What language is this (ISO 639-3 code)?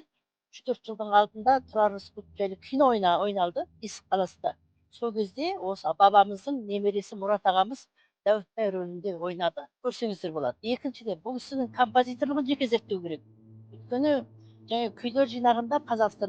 kaz